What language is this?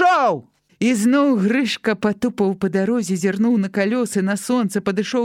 Belarusian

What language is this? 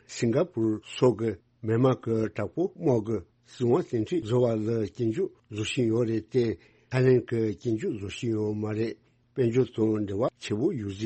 Tibetan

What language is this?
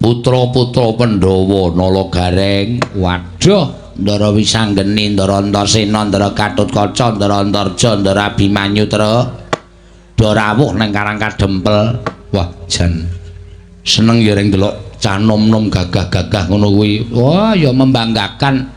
Javanese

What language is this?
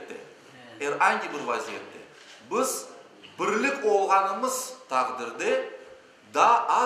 Crimean Tatar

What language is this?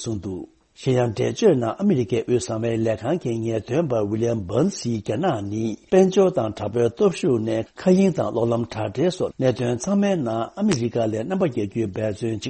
Tibetan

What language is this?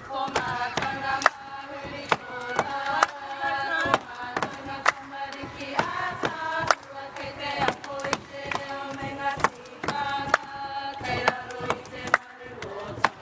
Māori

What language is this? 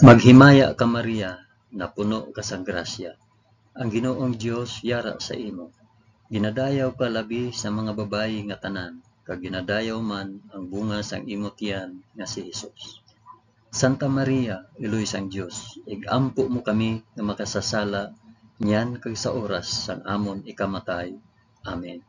Hiligaynon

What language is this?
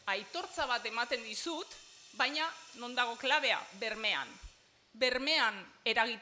Basque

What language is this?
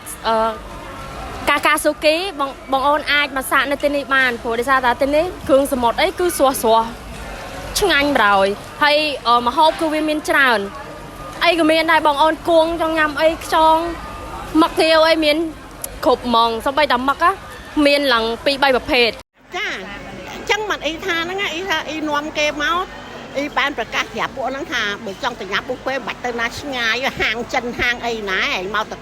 Khmer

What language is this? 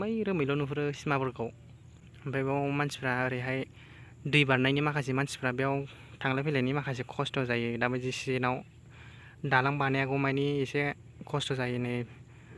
Bodo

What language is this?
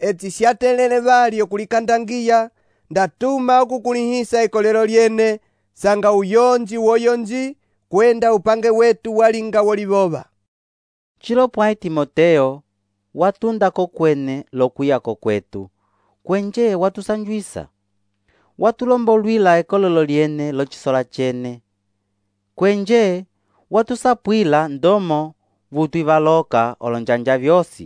Umbundu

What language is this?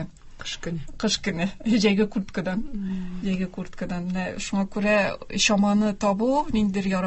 Tatar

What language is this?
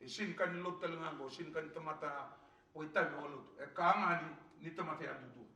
Fijian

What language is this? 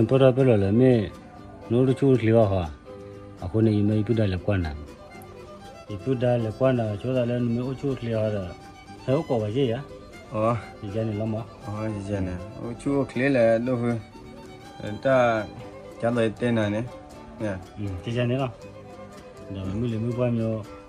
S'gaw Karen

